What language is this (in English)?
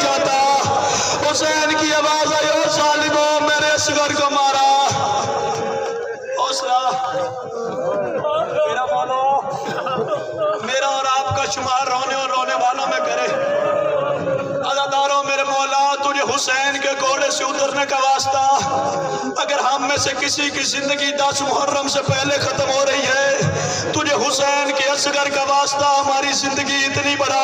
Urdu